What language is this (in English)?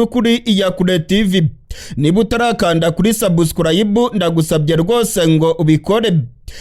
Rundi